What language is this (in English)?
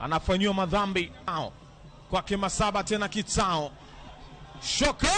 Luo (Kenya and Tanzania)